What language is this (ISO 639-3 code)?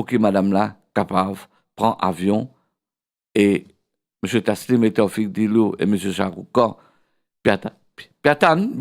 mfe